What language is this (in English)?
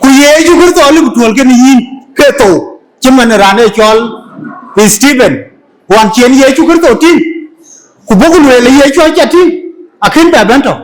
Dinka